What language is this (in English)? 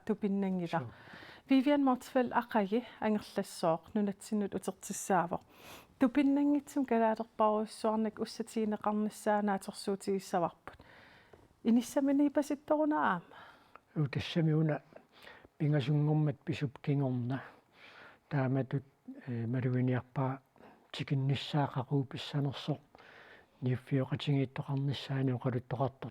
Kalaallisut